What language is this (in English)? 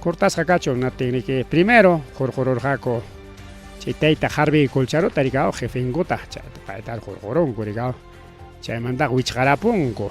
Ayacucho Quechua